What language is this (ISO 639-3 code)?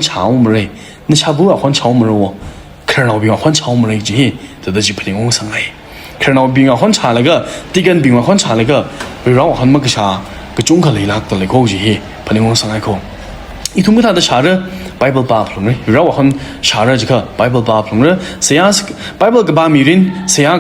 nmf